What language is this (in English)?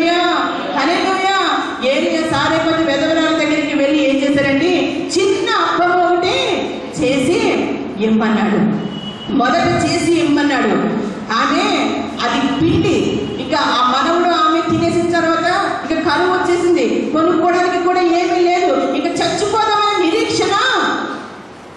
Telugu